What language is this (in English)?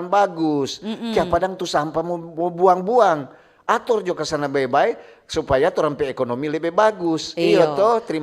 Manado Malay